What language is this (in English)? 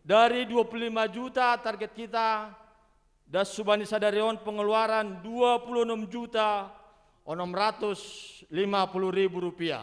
Batak Simalungun